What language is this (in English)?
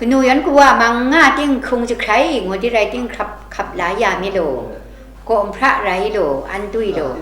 Kachin